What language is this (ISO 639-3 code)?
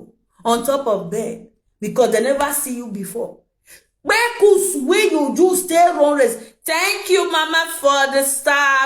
pcm